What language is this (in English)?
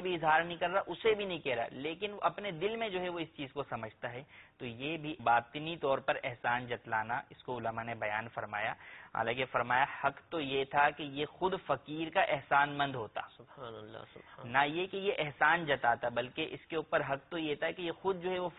Urdu